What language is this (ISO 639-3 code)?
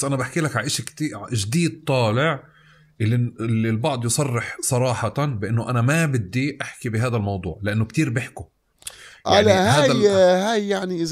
apc